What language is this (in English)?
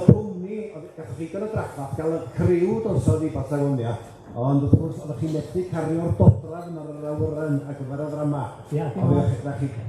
Welsh